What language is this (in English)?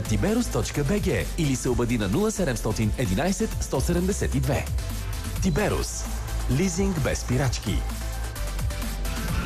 Bulgarian